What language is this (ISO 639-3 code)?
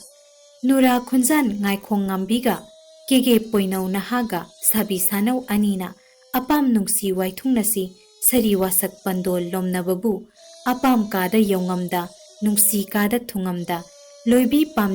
mni